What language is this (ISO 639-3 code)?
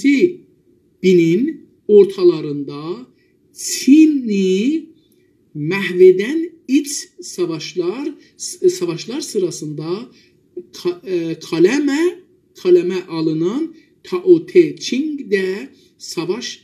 azb